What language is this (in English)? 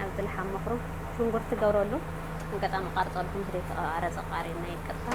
Amharic